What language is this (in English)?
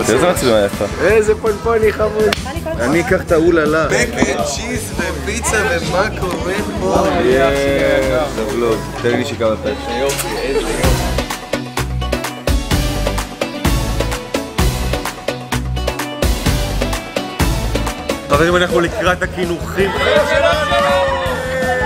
Hebrew